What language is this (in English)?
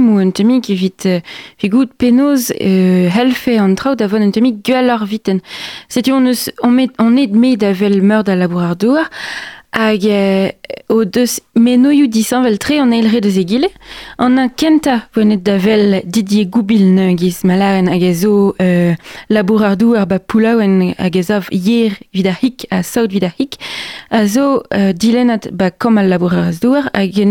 Breton